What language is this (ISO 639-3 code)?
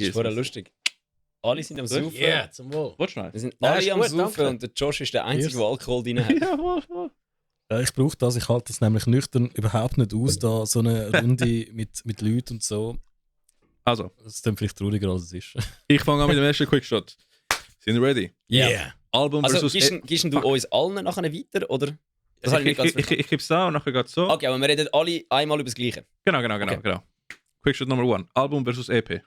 gsw